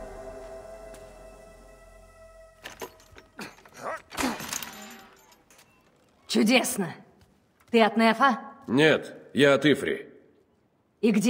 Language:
Russian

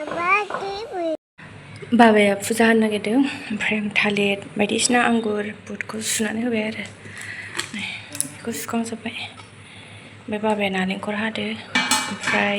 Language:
Bodo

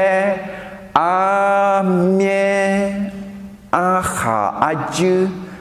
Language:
Akha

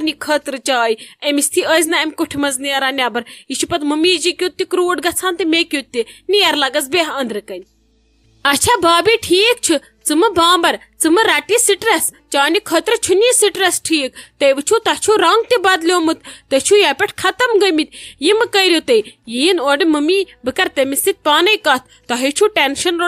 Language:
Kashmiri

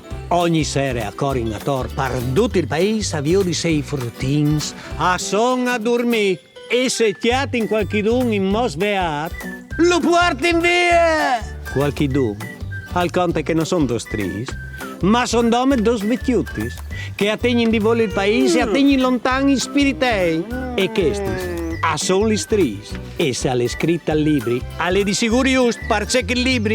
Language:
Friulian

